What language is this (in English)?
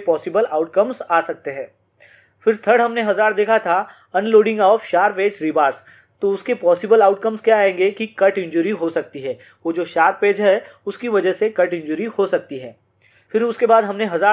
Hindi